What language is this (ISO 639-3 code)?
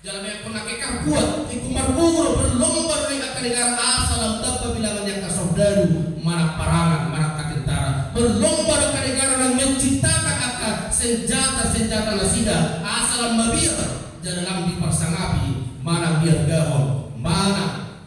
bbc